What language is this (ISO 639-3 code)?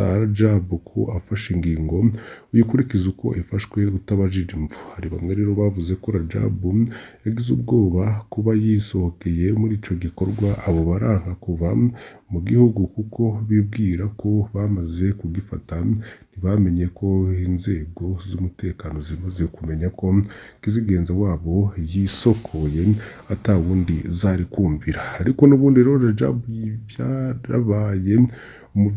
run